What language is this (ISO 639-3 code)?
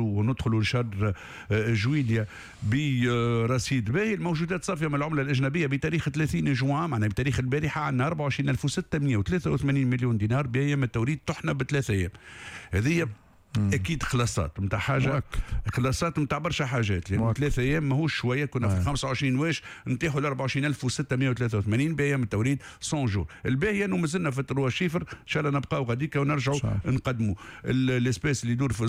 aeb